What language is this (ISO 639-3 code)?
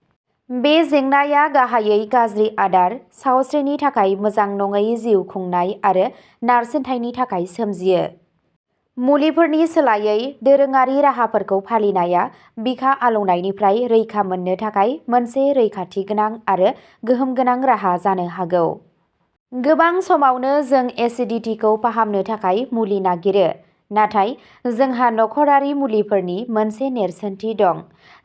brx